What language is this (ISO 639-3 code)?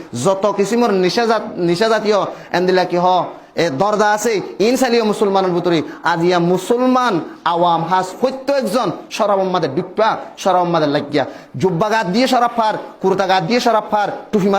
rhg